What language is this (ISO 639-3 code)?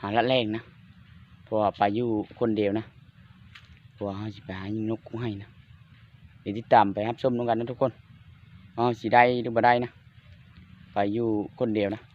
lao